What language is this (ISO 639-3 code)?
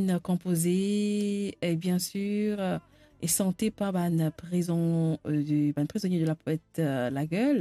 mfe